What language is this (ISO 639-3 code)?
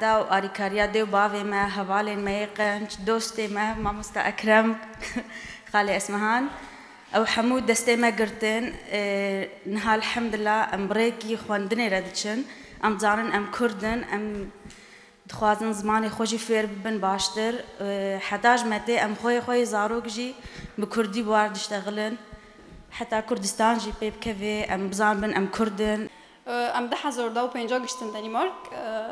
kur